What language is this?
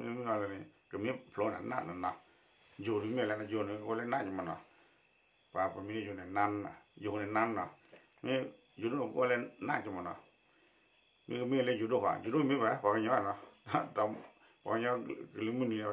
S'gaw Karen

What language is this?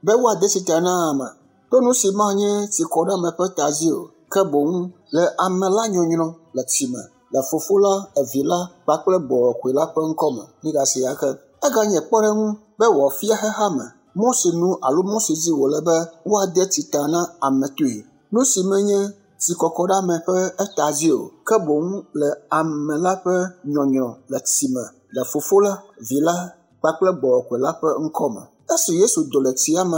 Ewe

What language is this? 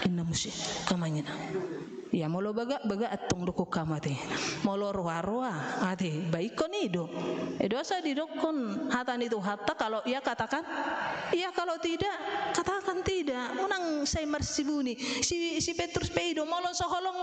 Batak Toba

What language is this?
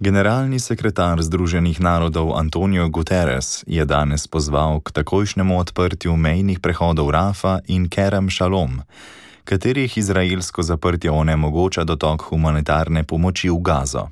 Slovenian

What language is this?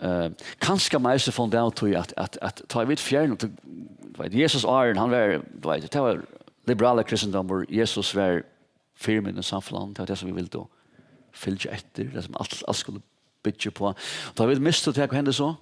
Faroese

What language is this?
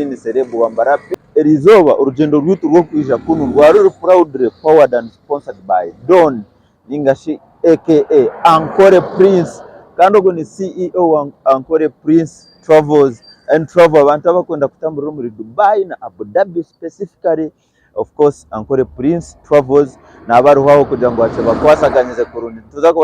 Nyankole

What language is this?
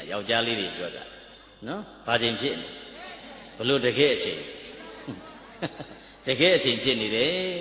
Burmese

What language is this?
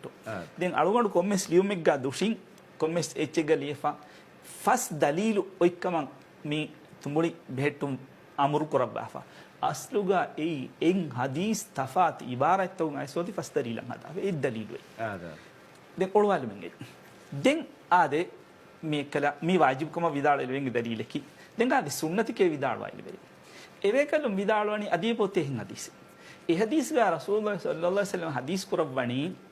Divehi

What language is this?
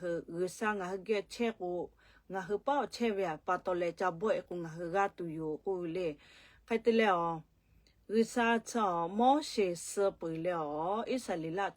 Lahu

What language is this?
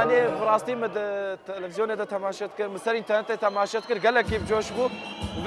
Kurdish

